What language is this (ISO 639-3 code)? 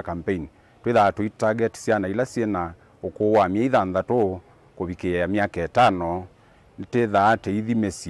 kam